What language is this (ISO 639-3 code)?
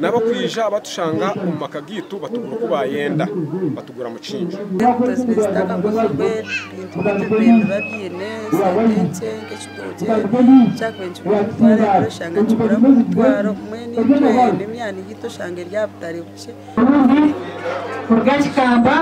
nyn